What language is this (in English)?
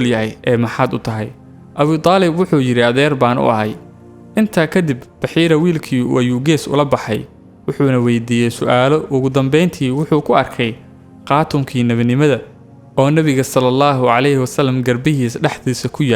Somali